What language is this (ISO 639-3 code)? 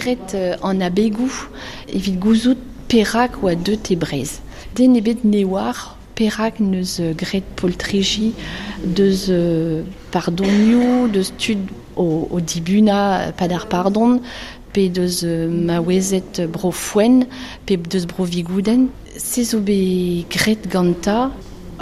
bre